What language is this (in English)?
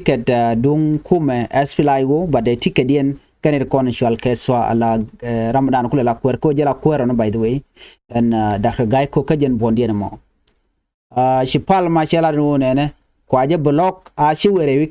Nuer